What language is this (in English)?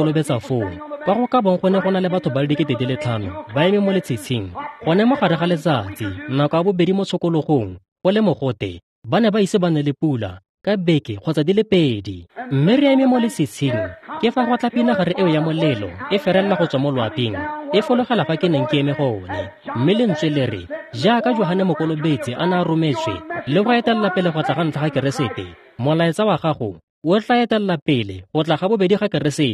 Tswana